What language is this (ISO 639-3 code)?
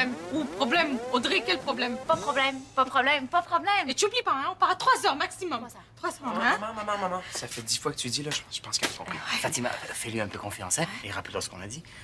fra